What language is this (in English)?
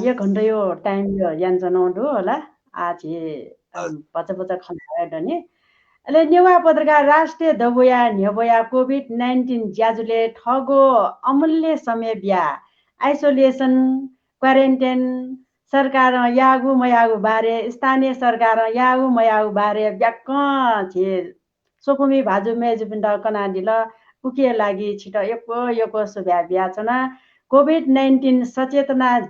Newari